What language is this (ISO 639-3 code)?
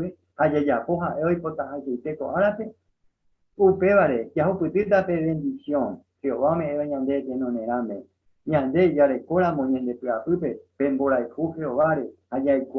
grn